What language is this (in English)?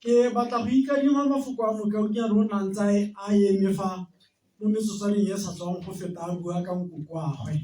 Tswana